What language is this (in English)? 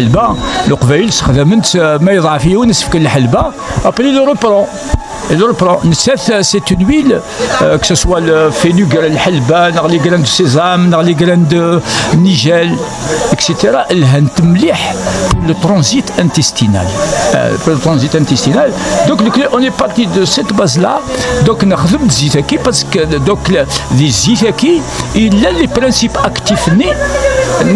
Kabyle